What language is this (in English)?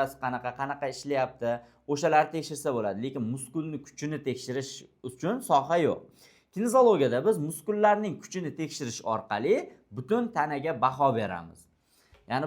Uzbek